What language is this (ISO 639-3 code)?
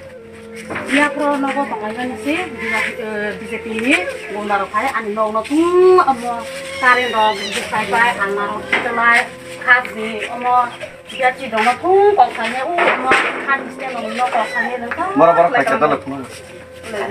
trp